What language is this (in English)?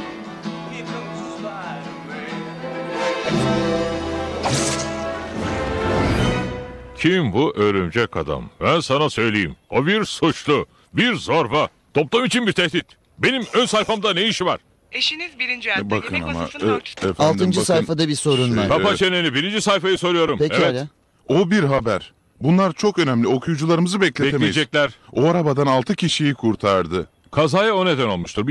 Turkish